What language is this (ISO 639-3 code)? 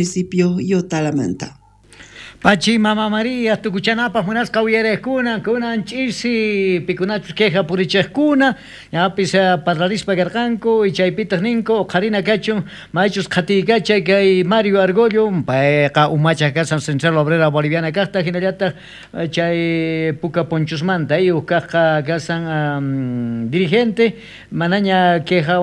quh